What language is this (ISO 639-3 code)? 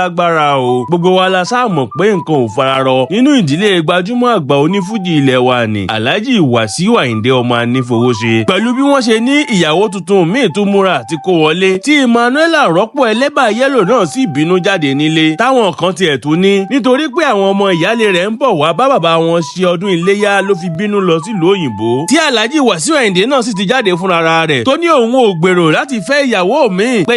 yor